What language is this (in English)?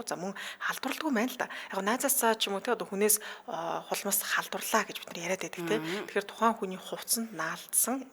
Mongolian